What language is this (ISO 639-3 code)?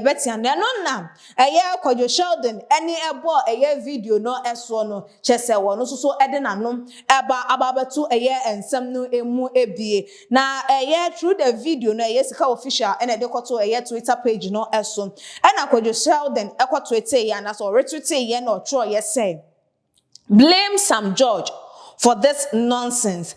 aka